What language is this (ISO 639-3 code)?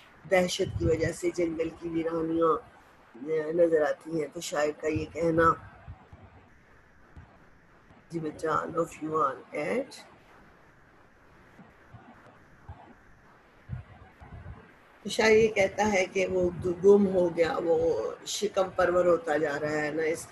urd